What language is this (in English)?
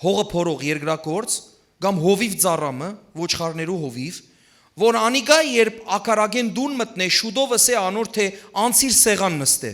Western Armenian